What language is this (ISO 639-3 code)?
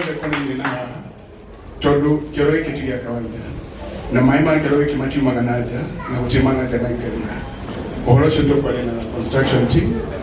kik